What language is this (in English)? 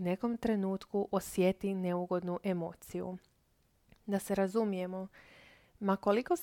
Croatian